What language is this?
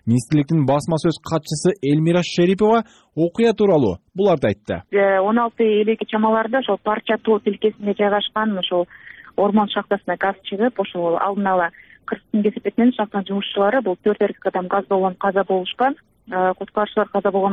Kyrgyz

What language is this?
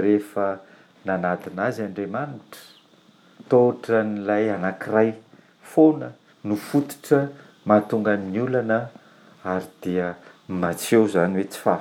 Malagasy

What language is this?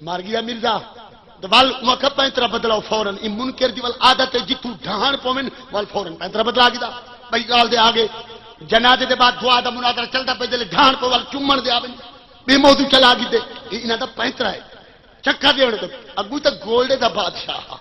Saraiki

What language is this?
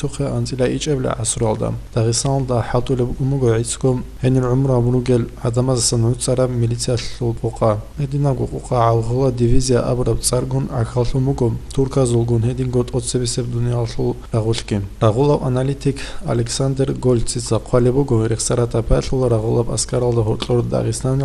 Avaric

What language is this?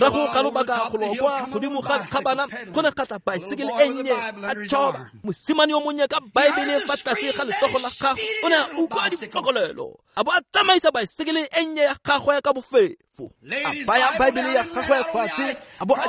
Tswana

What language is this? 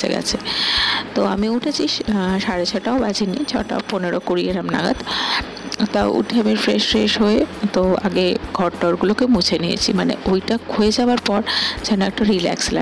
Bangla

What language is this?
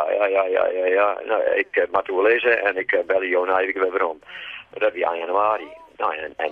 Western Frisian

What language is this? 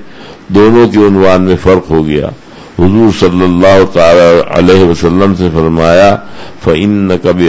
Urdu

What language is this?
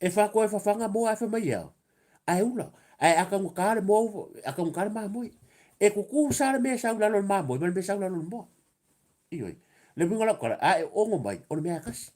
Samoan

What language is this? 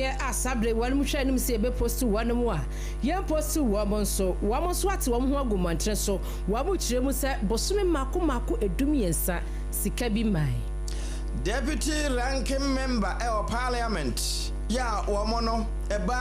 Akan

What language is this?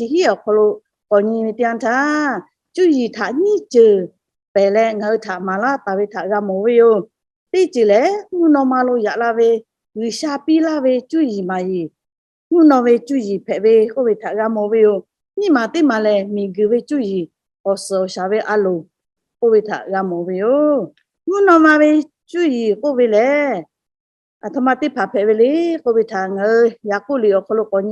Lahu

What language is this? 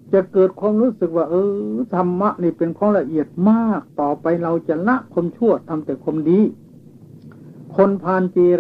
Thai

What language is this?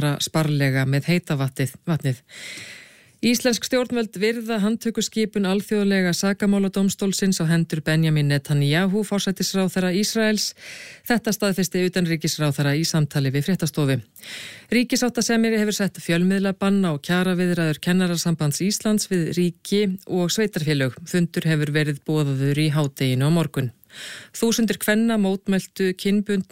Icelandic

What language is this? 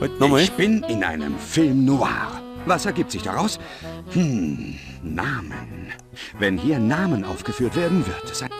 Bavarian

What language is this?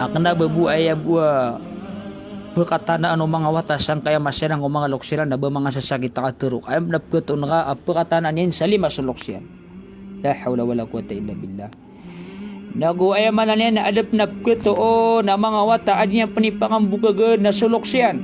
Maranao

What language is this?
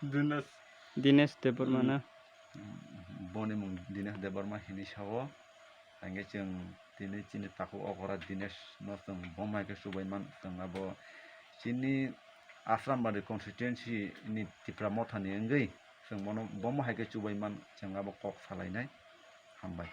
Kok Borok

